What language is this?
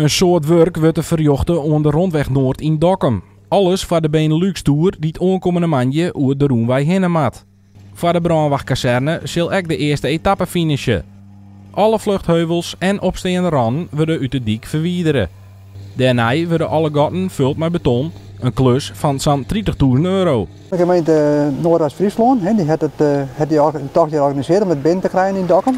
Western Frisian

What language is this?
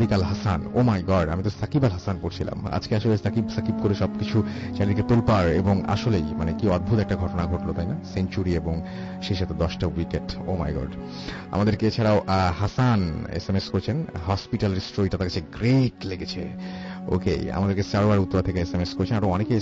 Bangla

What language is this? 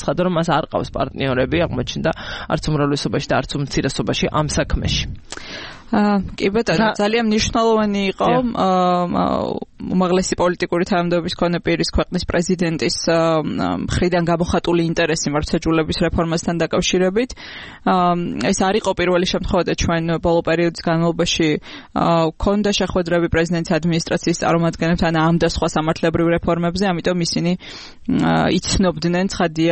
Georgian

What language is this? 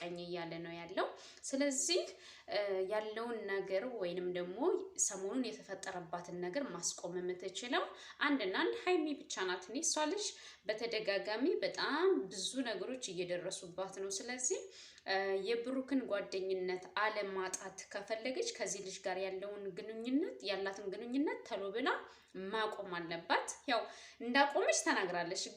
Amharic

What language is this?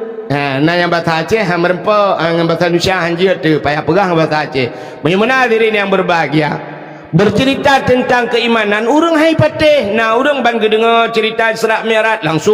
Achinese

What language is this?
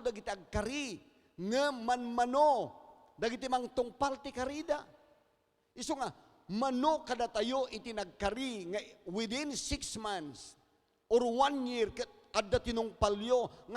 Iloko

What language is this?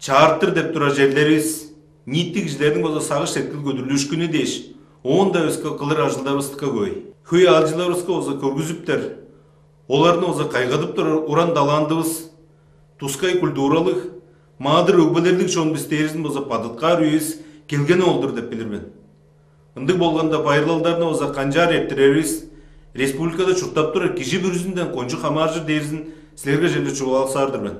Tuvinian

